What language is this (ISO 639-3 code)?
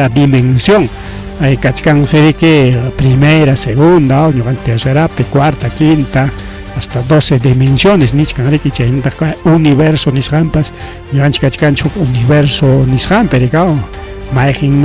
quy